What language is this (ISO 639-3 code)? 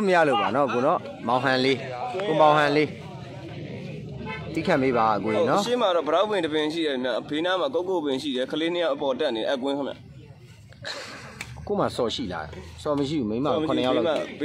mya